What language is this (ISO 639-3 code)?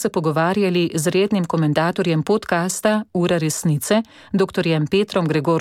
slv